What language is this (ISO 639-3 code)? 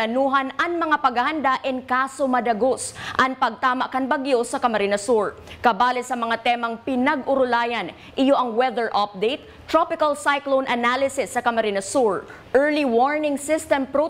bik